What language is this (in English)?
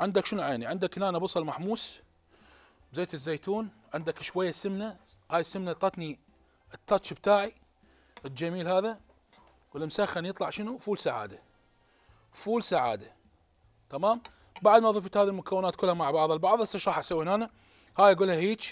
Mesopotamian Arabic